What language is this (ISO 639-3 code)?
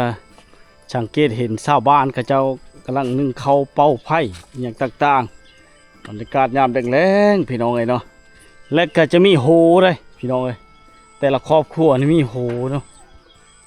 lao